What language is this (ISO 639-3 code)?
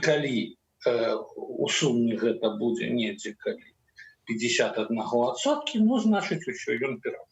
bel